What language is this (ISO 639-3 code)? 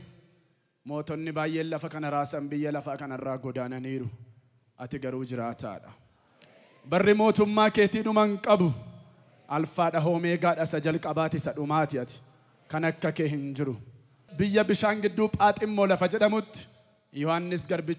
orm